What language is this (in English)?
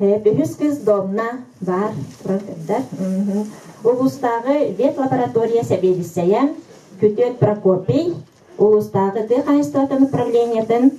Yakut